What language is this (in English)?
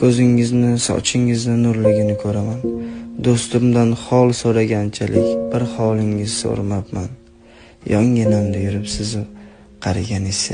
Uzbek